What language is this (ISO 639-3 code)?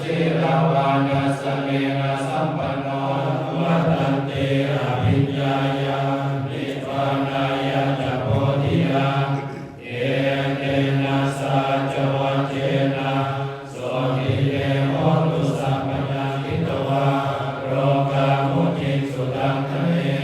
pli